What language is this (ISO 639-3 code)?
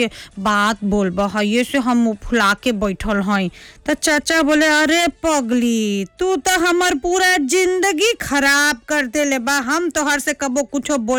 bho